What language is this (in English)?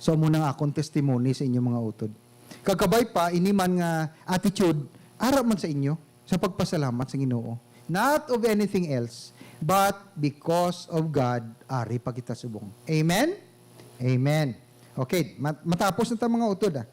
Hiligaynon